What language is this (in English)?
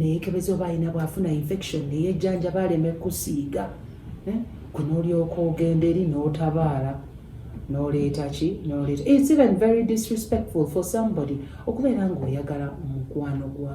Ganda